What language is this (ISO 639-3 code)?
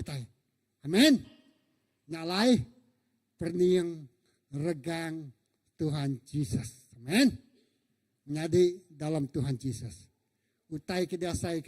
iba